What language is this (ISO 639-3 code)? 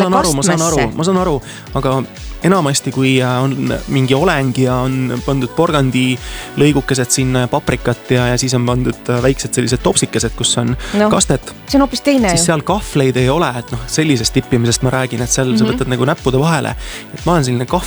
est